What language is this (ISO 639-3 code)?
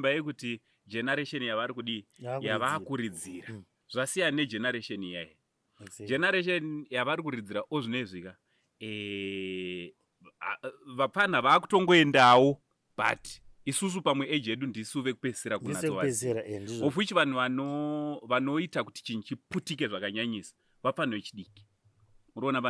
sna